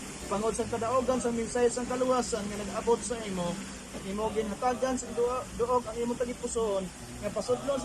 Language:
Hiligaynon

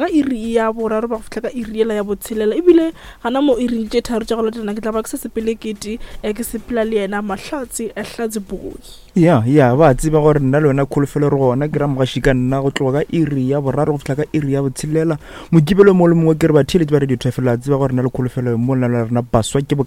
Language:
Northern Sotho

